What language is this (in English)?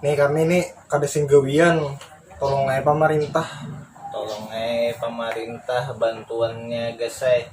Banjar